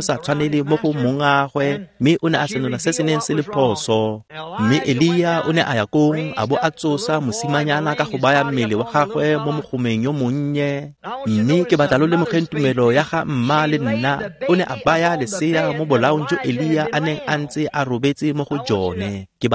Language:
Tswana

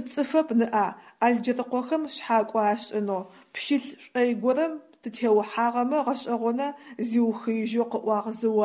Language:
Adyghe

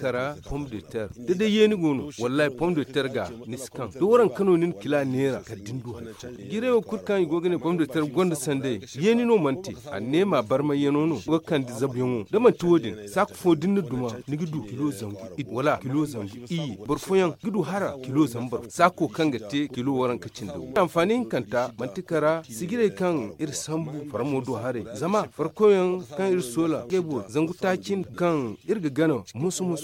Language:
Zarma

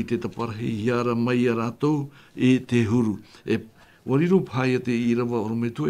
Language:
Tahitian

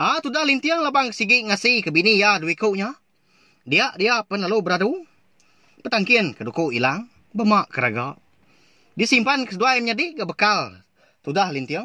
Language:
Iban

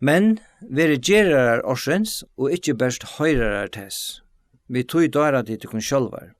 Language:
Faroese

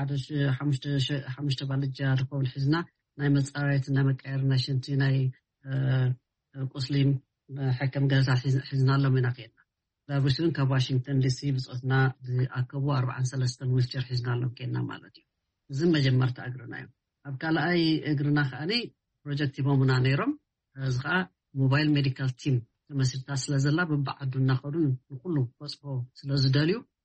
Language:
Tigrinya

